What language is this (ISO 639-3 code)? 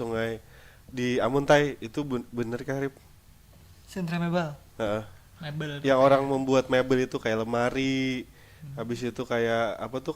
bjn